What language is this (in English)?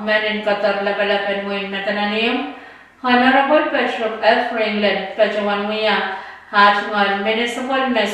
Pohnpeian